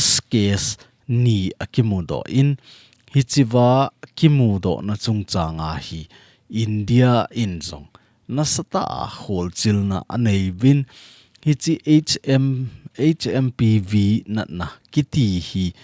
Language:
Thado Chin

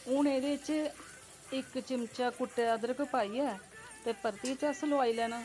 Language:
Dogri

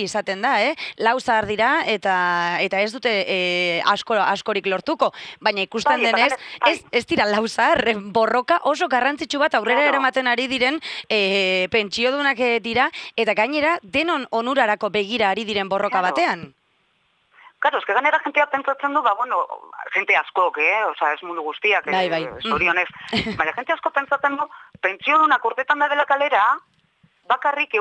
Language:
Basque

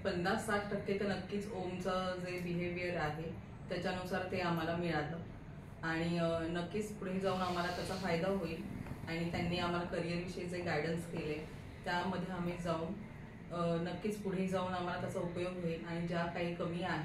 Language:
Marathi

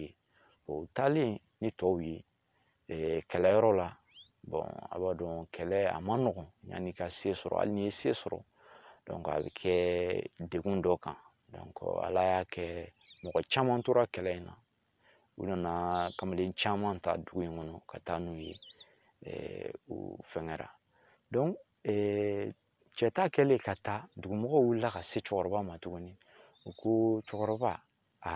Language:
Bambara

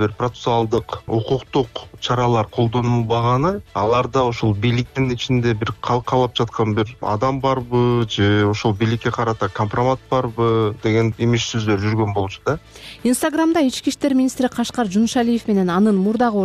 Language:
Kyrgyz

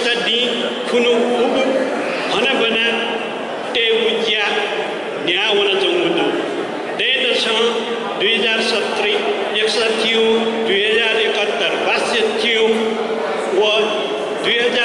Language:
Newari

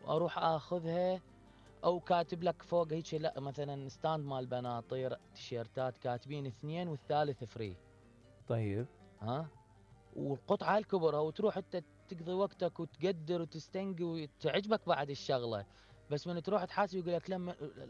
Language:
Mesopotamian Arabic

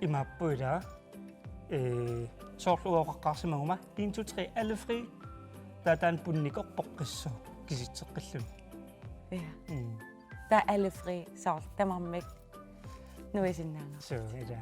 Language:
Kalaallisut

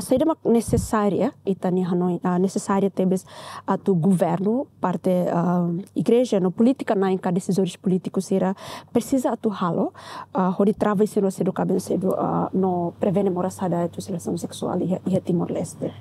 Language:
Tetum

